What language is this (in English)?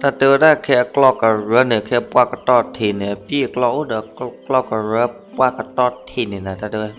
S'gaw Karen